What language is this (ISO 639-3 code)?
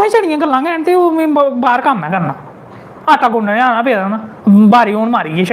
doi